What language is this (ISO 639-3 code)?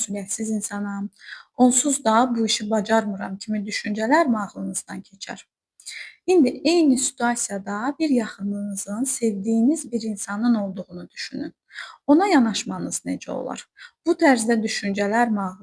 aze